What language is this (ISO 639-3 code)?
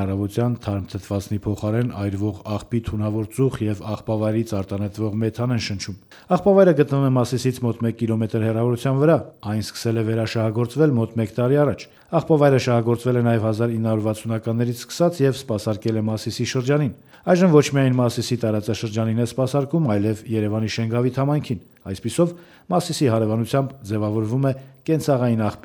hye